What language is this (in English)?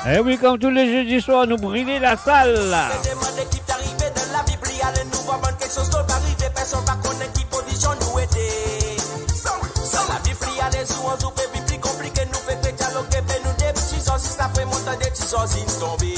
Morisyen